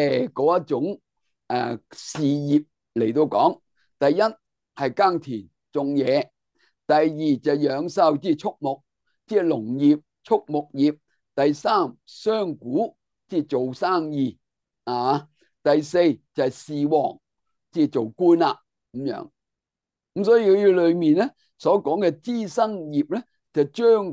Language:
Cantonese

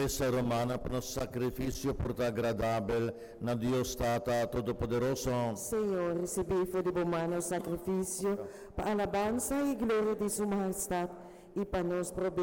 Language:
Papiamento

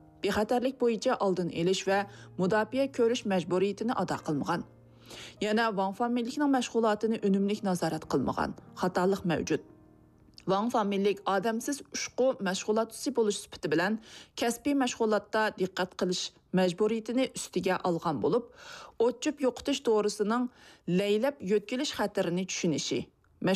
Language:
Uyghur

